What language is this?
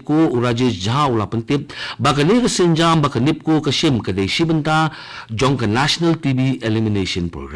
Khasi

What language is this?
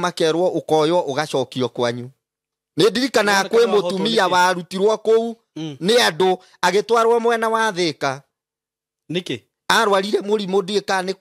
Kikuyu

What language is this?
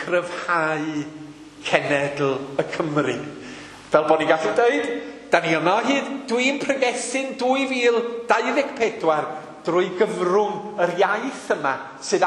Welsh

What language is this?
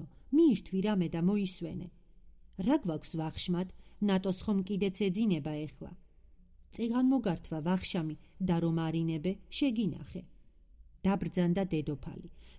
Georgian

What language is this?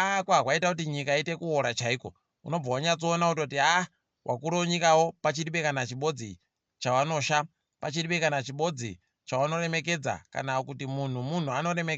Ndau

